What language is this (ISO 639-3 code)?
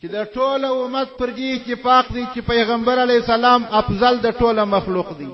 pus